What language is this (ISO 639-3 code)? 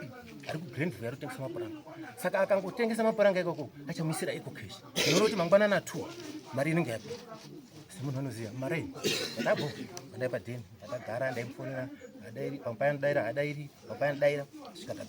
sna